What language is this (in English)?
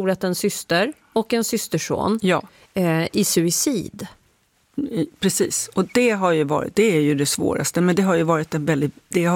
Swedish